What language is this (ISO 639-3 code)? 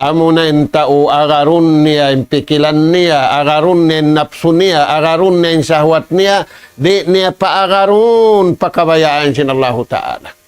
tsg